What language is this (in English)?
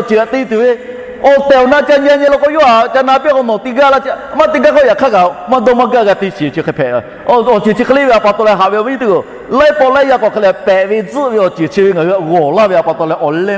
Lahu